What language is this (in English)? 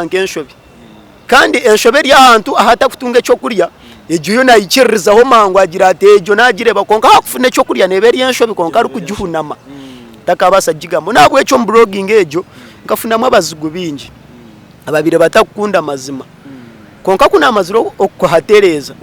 Nyankole